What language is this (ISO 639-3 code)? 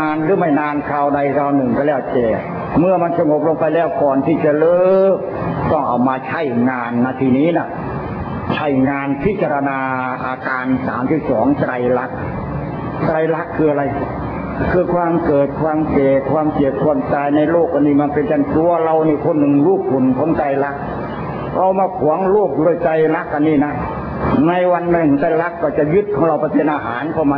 tha